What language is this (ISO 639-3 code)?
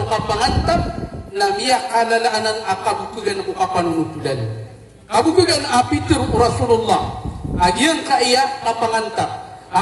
mrw